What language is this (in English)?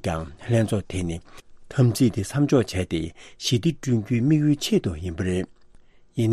Tibetan